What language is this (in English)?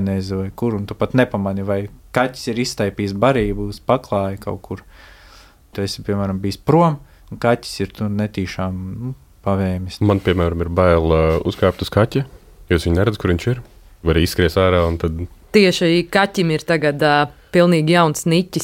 Latvian